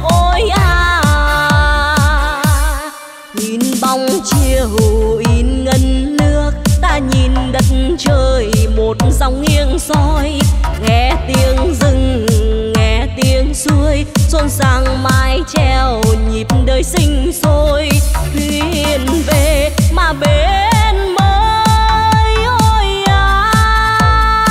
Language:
Vietnamese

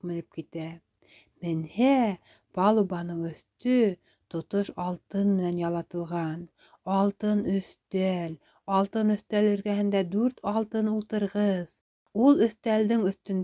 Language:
Bashkir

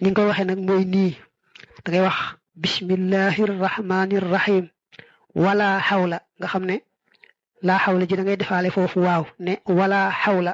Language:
Wolof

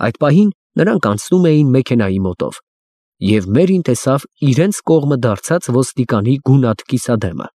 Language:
Armenian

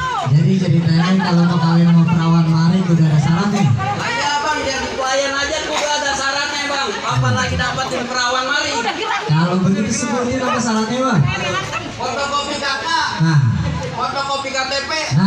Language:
Betawi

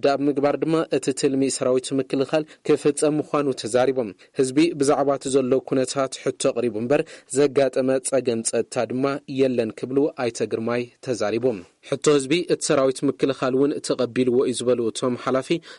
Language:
Tigrinya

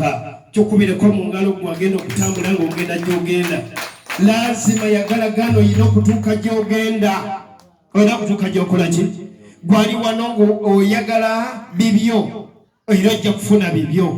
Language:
Ganda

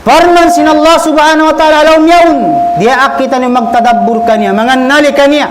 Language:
Tausug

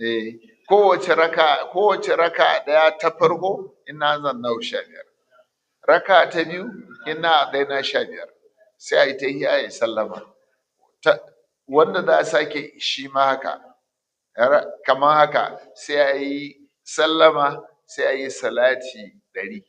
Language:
Hausa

